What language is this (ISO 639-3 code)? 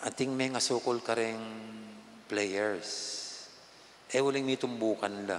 pam